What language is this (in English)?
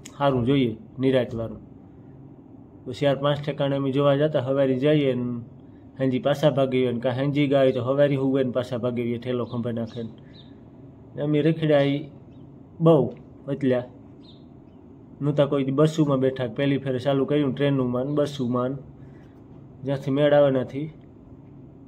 Gujarati